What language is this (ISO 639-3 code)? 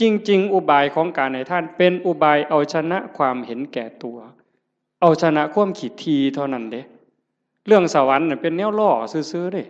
tts